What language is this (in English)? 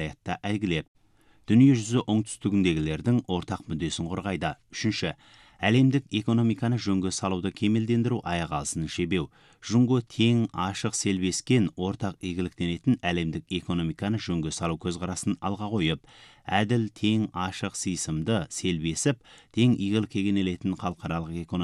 Kazakh